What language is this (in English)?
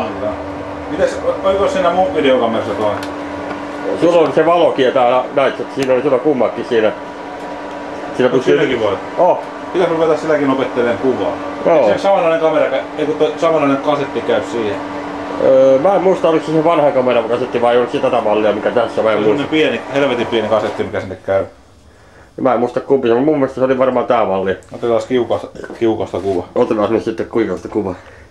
Finnish